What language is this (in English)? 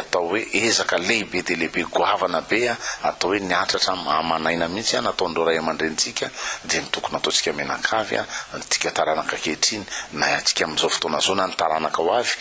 Malagasy